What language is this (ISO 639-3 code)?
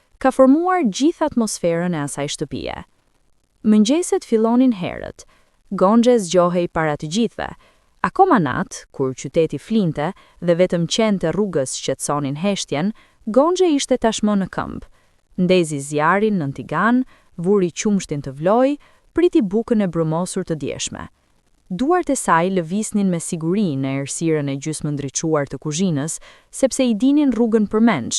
sqi